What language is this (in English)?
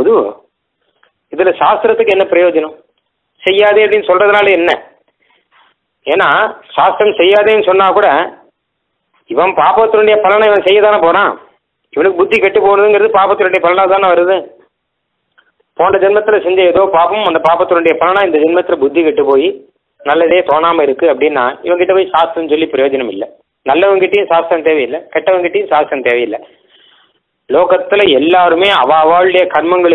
Tamil